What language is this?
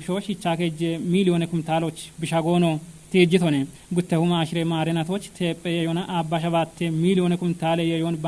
Kafa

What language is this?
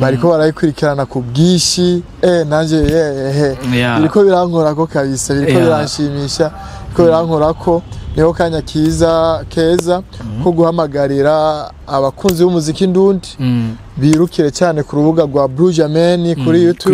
Rundi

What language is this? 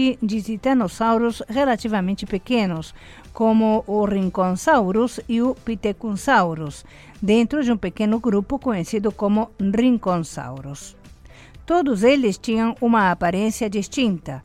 Portuguese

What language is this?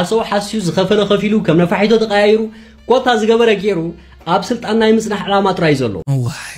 Tigrinya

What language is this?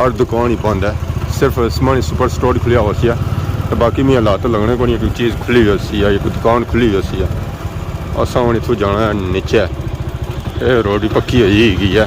Pahari-Potwari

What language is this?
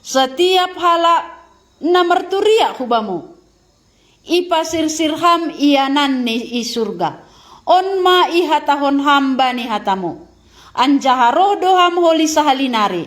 Batak Simalungun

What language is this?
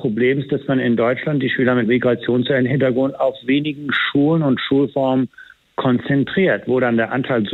German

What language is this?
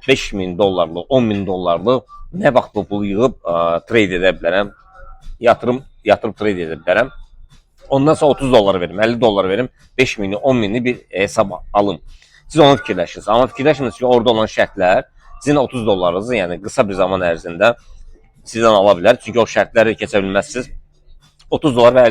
Azerbaijani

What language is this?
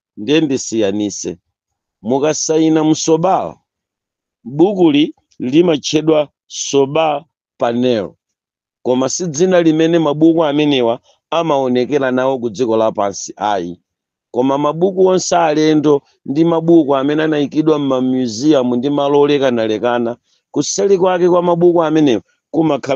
Nyanja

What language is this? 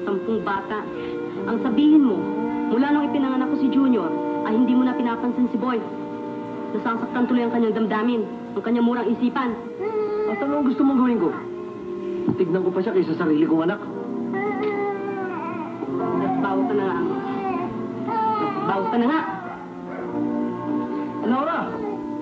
Filipino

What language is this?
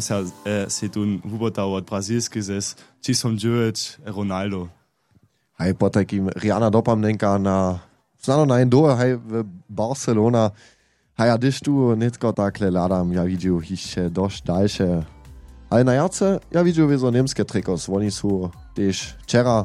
Upper Sorbian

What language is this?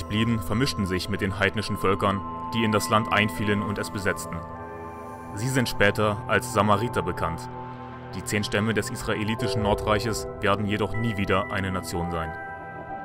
German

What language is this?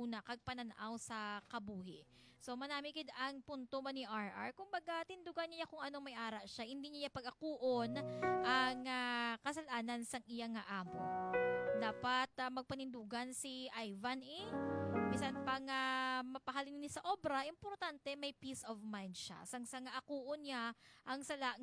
Hiligaynon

